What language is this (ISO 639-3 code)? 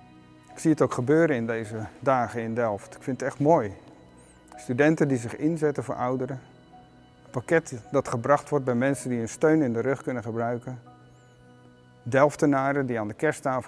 nld